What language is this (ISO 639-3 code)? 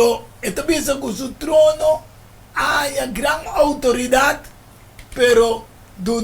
pap